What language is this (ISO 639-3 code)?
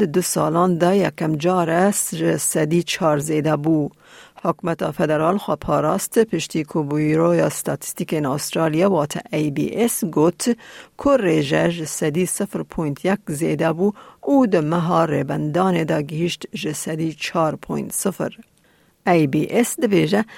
kur